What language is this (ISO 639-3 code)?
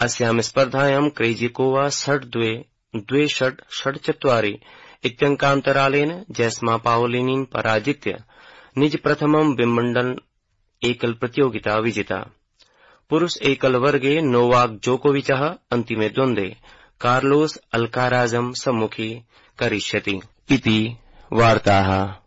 san